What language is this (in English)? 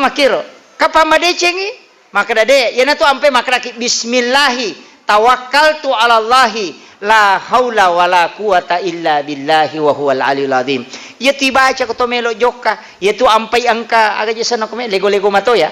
Buginese